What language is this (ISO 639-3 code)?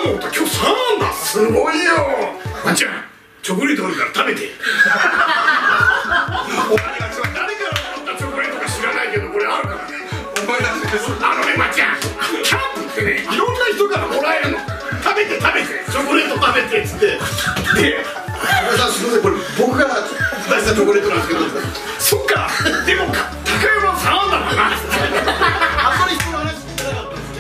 jpn